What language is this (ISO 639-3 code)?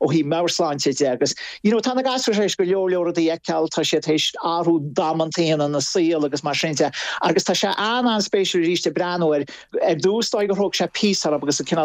gle